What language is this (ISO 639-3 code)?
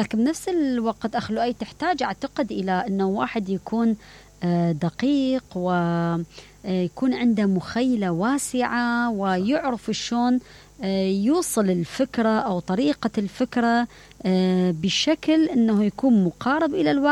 acm